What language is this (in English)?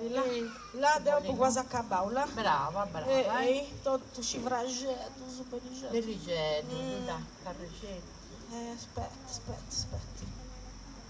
Sardinian